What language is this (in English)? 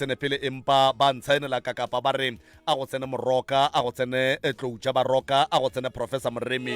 Northern Sotho